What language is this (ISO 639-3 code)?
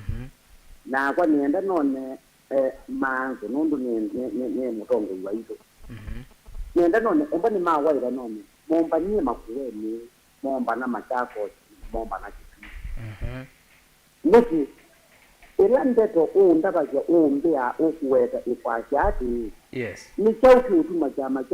kam